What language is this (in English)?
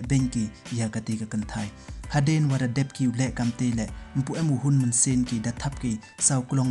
Pnar